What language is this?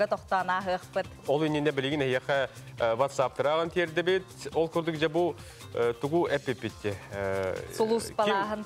Yakut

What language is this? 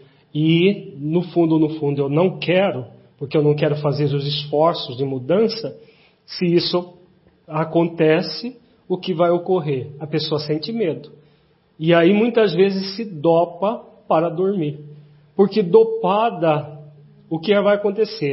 Portuguese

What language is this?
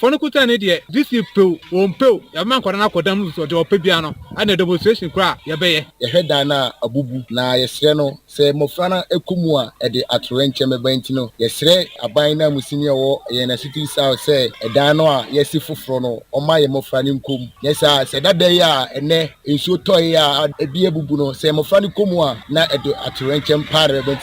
Akan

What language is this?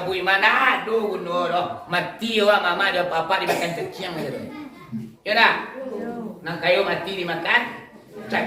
Minangkabau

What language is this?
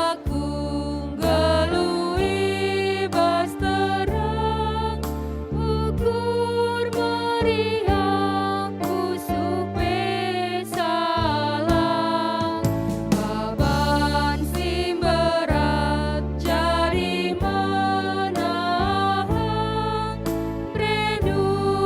Batak Karo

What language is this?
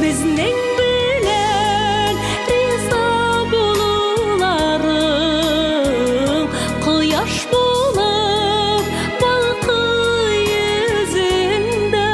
Tatar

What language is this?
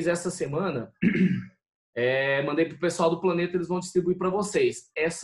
Portuguese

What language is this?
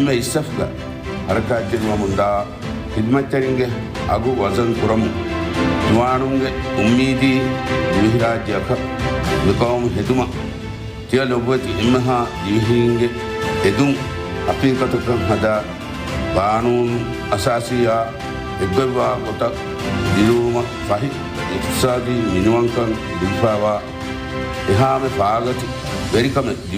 Divehi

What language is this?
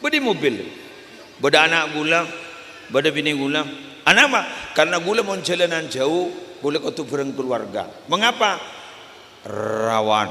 Madurese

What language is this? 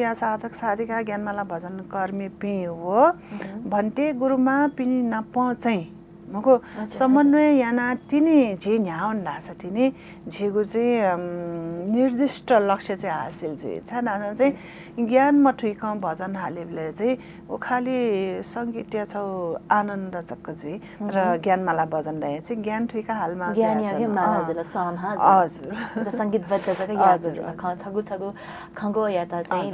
Newari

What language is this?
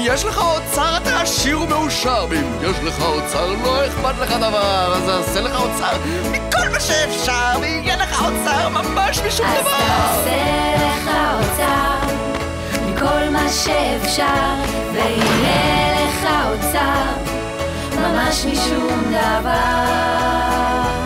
Hebrew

